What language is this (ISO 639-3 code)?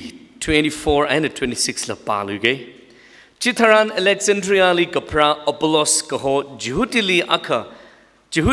nmf